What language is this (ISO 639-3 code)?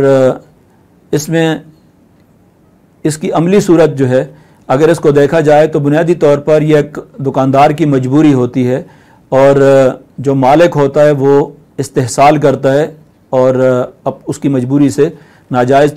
urd